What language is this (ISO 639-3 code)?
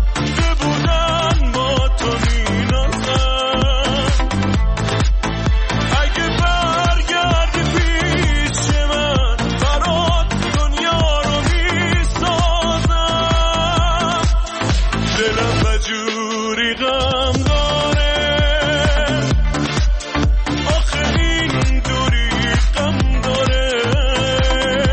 fas